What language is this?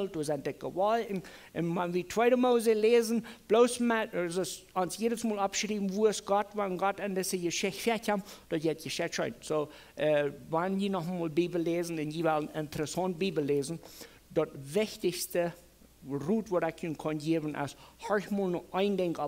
Plautdietsch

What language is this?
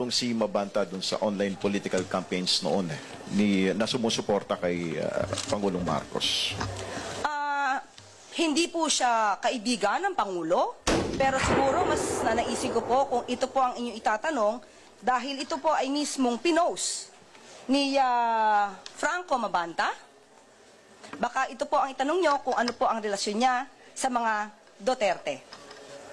Filipino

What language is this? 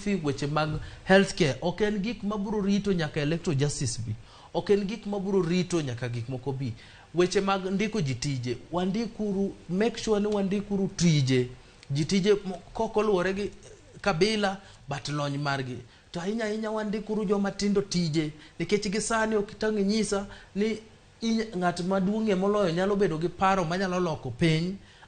Luo (Kenya and Tanzania)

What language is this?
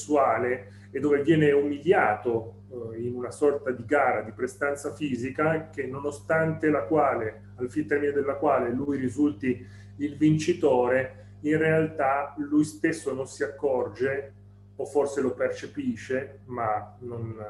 Italian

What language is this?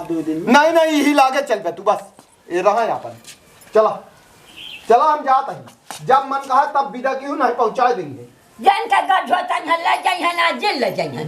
Awadhi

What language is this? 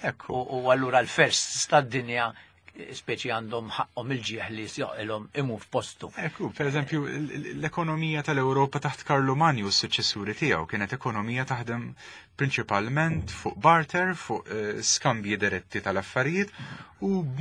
Maltese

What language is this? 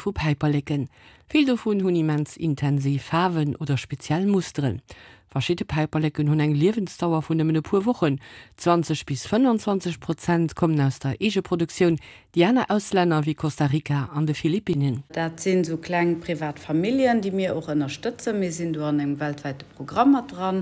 Luxembourgish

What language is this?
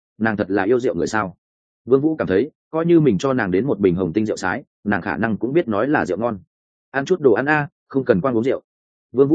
Vietnamese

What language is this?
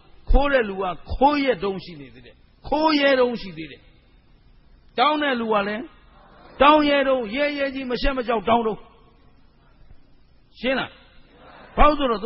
Burmese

